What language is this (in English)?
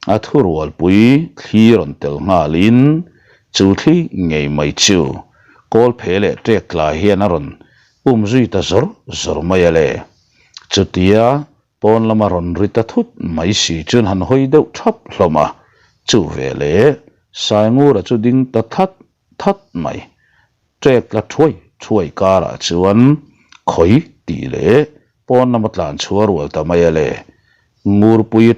Mizo